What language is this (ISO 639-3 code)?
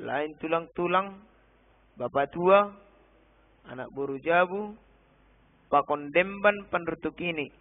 bts